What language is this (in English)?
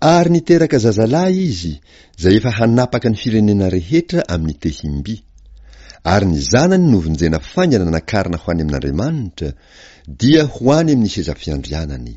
Malagasy